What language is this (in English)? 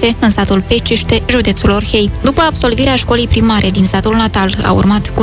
Romanian